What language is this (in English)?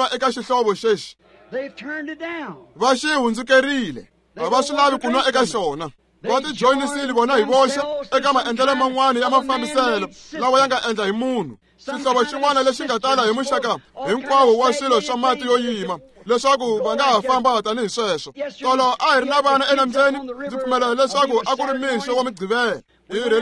Tsonga